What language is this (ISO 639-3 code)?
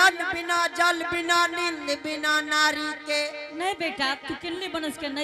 anp